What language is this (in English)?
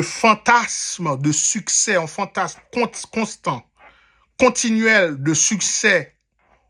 Haitian Creole